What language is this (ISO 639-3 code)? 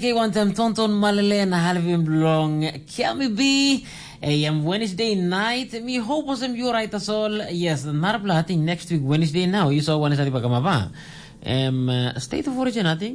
tpi